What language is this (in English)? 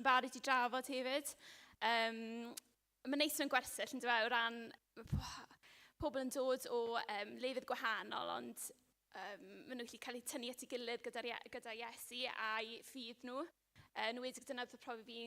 Welsh